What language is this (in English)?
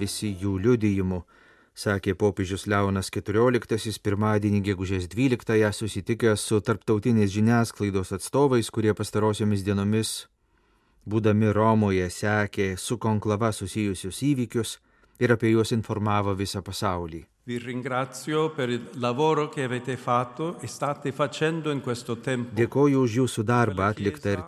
Lithuanian